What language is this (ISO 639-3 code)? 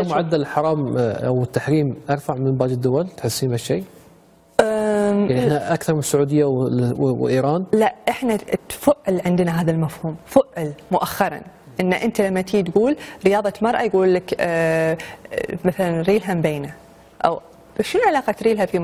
afb